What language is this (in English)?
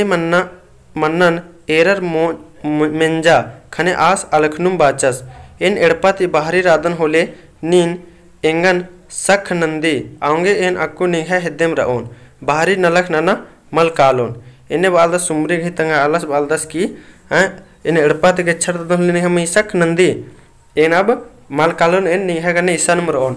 Kurukh